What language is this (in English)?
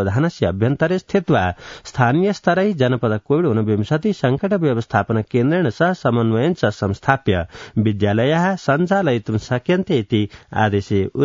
Sanskrit